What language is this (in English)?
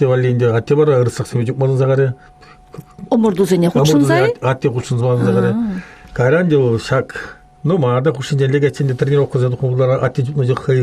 Chuvash